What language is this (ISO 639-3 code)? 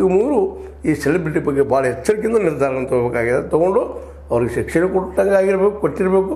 kan